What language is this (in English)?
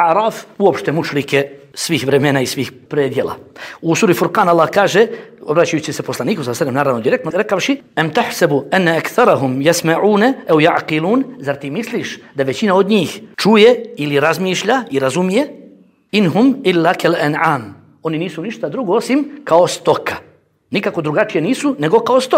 Bosnian